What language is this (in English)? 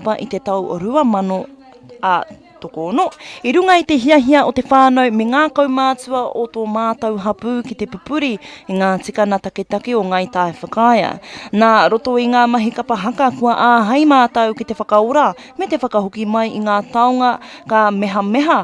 Māori